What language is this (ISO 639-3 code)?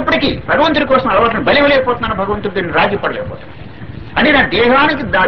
tel